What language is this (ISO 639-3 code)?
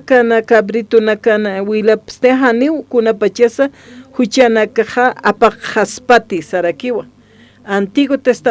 aym